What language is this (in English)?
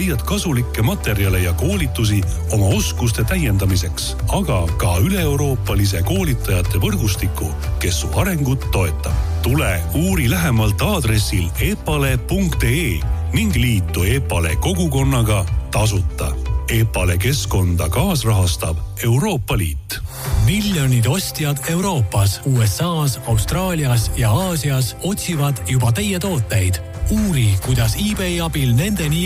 Estonian